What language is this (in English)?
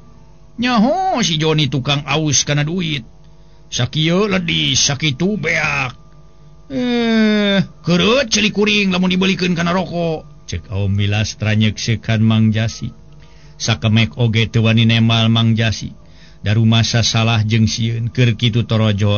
Sundanese